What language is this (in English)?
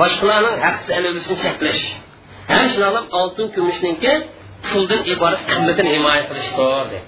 Uyghur